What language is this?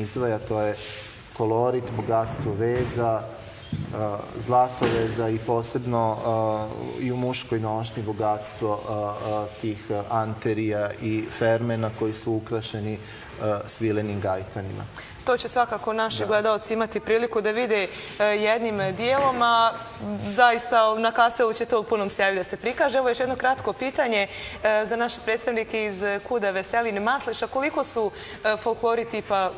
Serbian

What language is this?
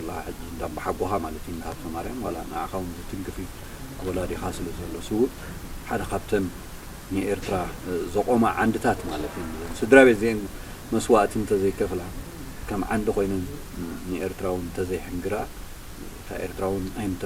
Tigrinya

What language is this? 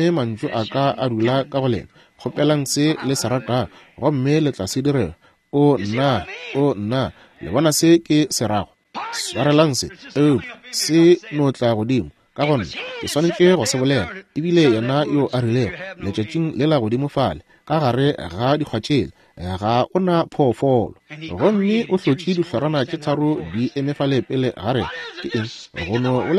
Northern Sotho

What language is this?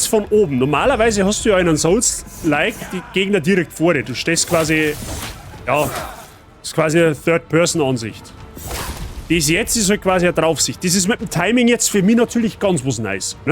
Bavarian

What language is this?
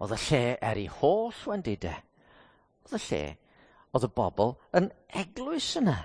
Welsh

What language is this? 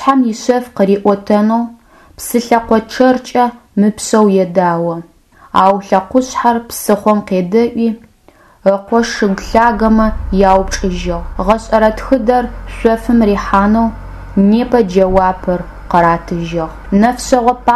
Adyghe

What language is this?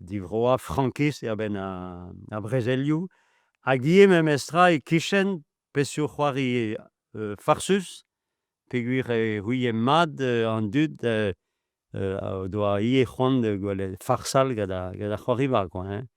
Breton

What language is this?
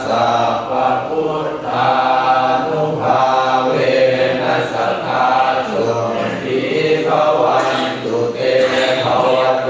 Pali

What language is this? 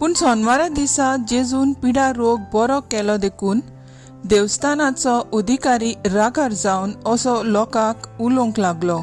Konkani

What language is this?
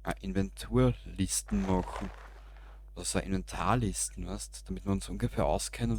Bavarian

